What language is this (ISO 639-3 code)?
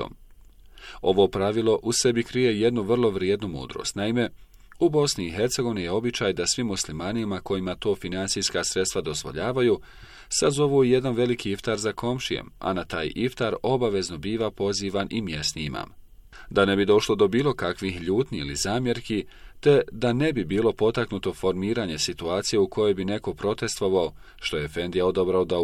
bos